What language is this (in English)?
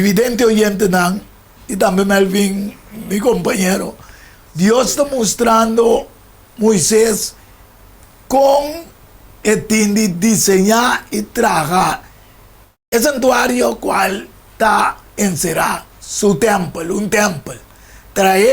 Papiamento